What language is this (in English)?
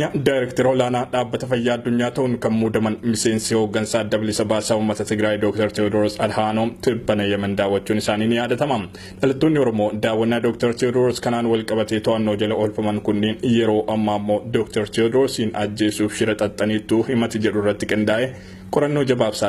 Oromo